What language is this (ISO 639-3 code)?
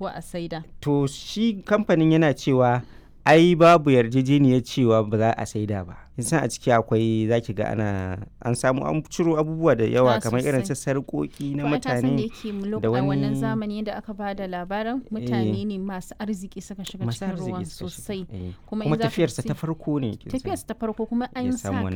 hau